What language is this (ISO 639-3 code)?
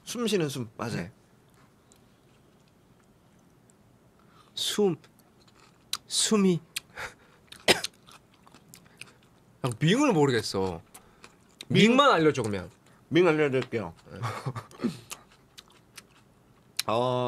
kor